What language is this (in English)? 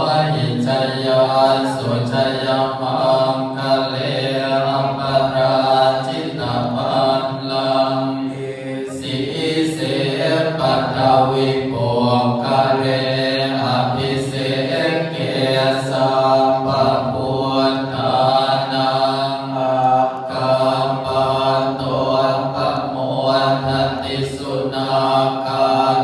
Pali